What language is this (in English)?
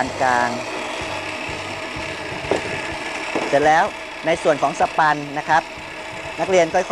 Thai